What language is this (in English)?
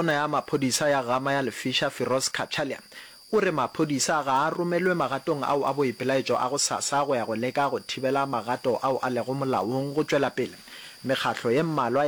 Northern Sotho